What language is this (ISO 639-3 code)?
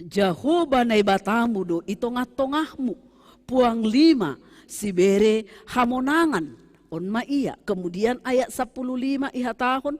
bts